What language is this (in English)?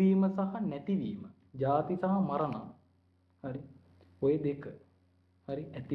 Sinhala